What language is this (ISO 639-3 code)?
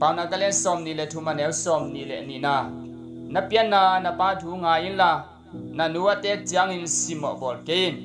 ctd